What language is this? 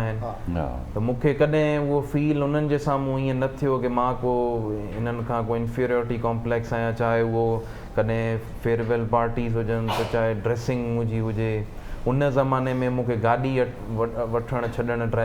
Sindhi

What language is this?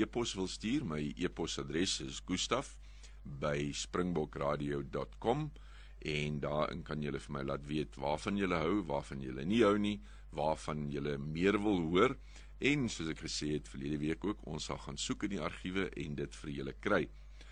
Afrikaans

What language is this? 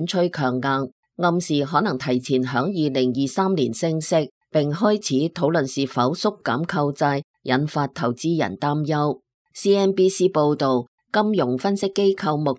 Cantonese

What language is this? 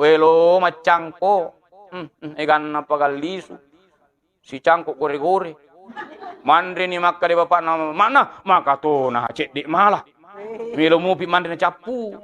Buginese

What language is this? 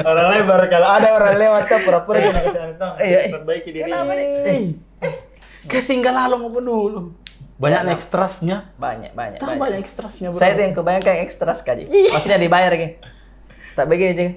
Makassar Malay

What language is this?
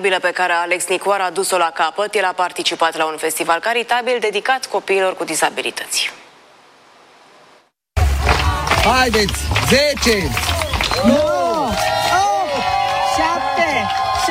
Romanian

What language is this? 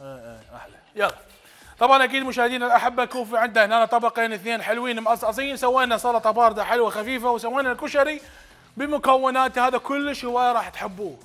Mesopotamian Arabic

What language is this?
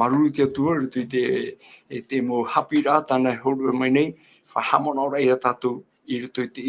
Tahitian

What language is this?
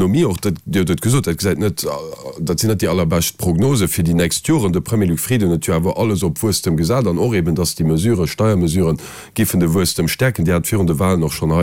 Luxembourgish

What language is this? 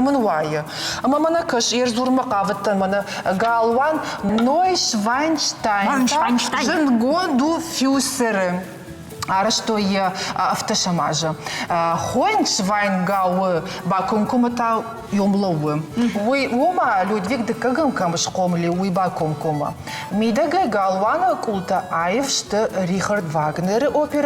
Ossetic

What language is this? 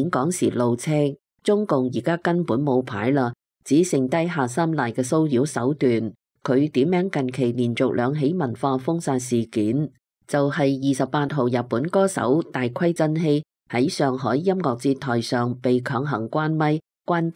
Cantonese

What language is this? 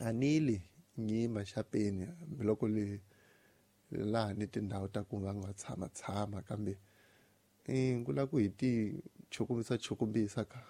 Tsonga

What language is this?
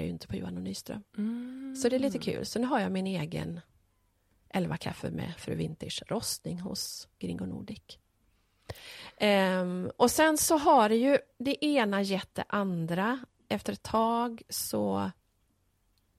Swedish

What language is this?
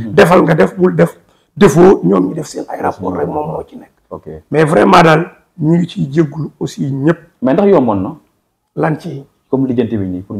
Wolof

